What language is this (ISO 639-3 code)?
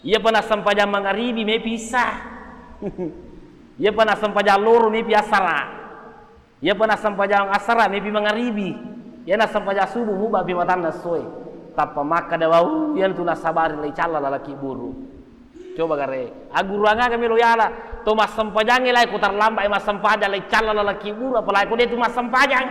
bug